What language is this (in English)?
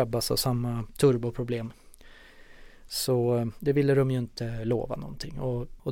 Swedish